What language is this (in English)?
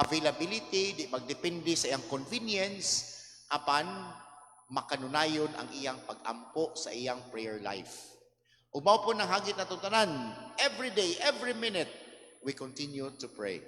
Cebuano